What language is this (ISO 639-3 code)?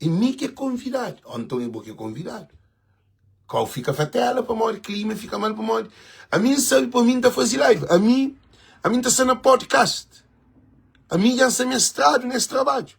kea